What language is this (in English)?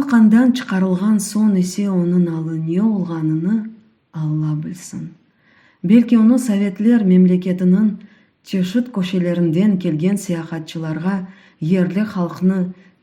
Crimean Tatar